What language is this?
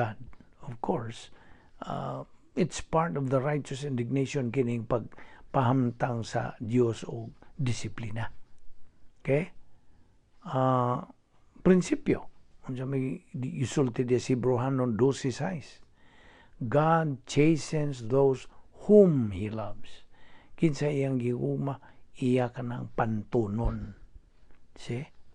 Cebuano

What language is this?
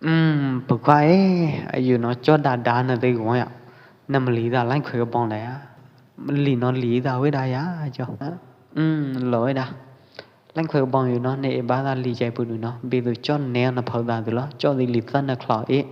Pwo Eastern Karen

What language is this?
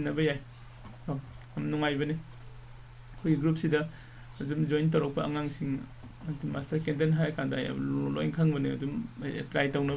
Manipuri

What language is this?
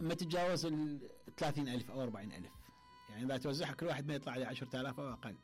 Mesopotamian Arabic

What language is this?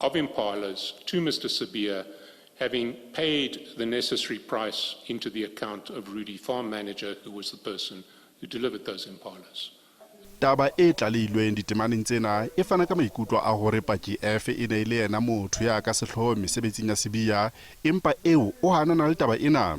Southern Sotho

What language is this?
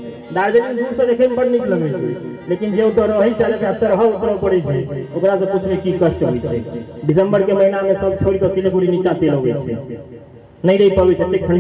Maithili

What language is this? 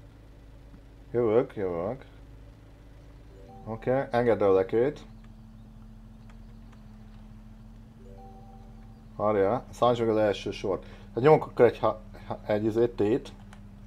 Hungarian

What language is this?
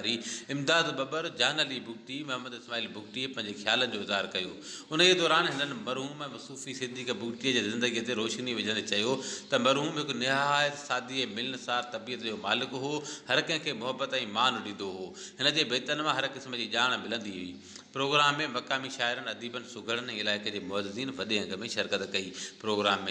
Sindhi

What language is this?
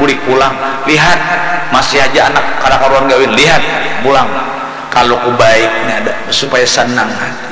Banjar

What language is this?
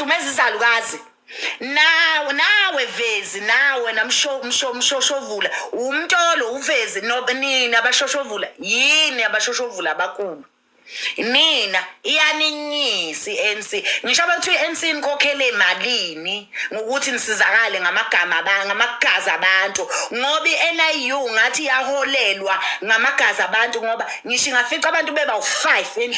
Zulu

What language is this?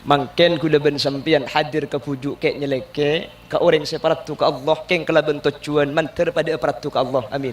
Madurese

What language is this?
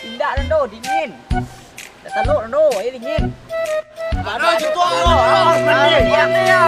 Minangkabau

